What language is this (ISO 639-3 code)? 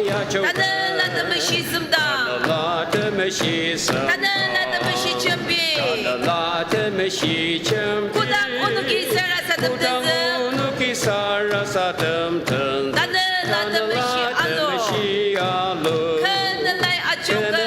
njo